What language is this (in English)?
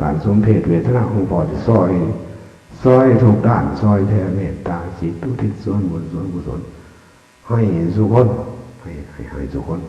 Northeastern Thai